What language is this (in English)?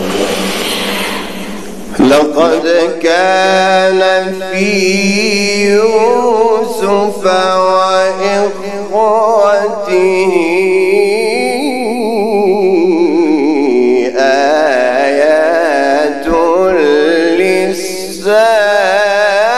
Arabic